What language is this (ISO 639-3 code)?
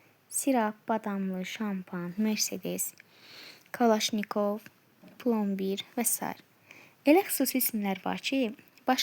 aze